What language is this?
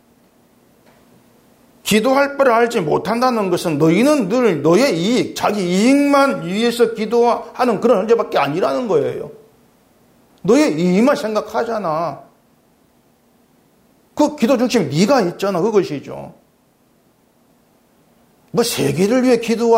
Korean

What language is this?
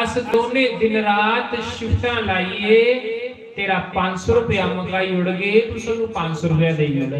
Dogri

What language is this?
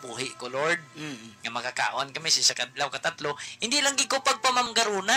Hiligaynon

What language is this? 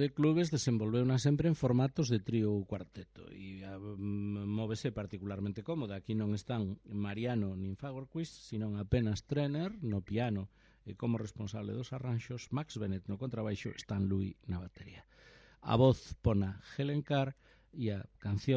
Galician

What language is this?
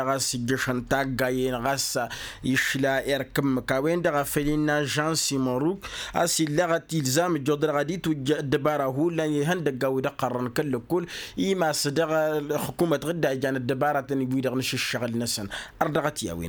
Tamasheq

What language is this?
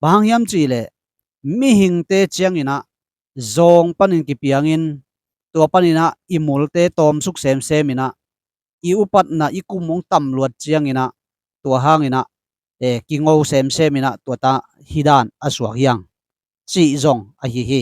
Tedim Chin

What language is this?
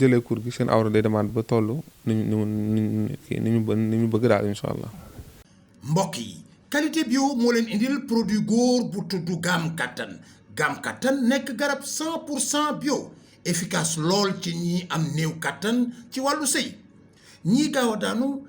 Wolof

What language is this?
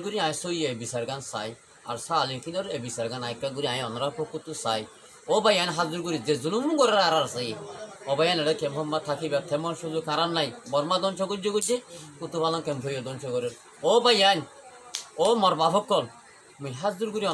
Rohingya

